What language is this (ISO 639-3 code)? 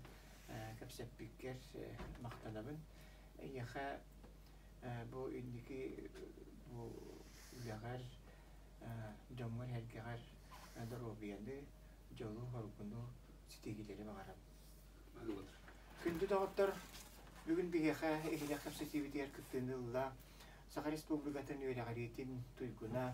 sah